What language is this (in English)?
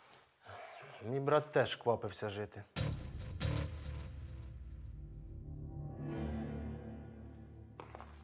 Ukrainian